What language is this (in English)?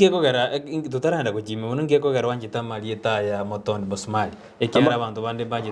Gusii